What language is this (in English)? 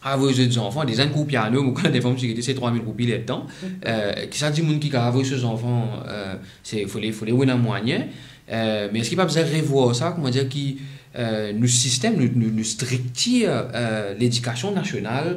Morisyen